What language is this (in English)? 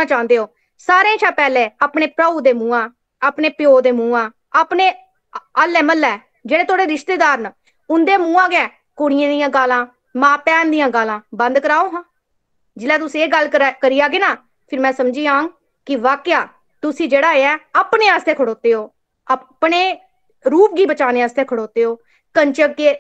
Dogri